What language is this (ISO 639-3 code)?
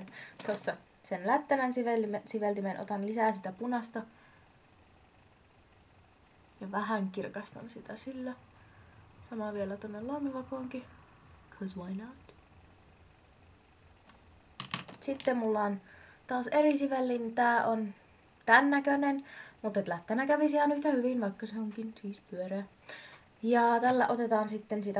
fin